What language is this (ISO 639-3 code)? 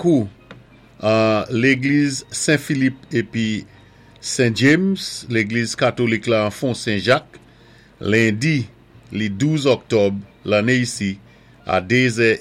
acf